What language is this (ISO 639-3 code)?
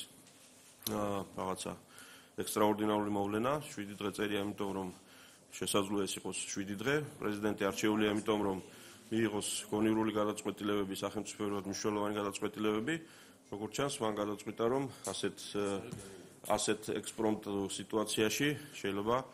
kat